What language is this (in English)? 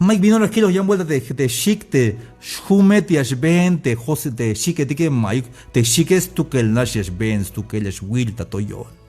Tzeltal